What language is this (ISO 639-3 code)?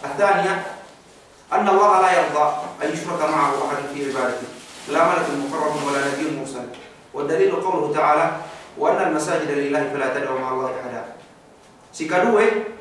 yka